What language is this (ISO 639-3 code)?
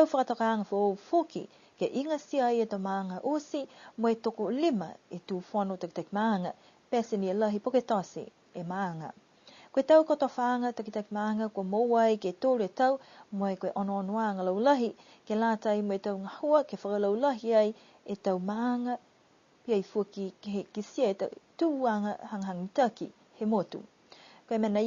niu